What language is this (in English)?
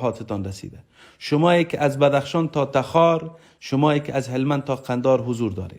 Persian